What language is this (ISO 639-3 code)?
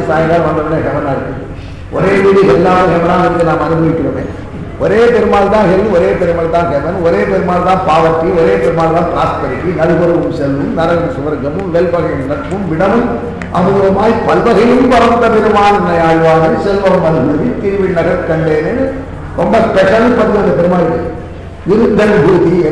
tam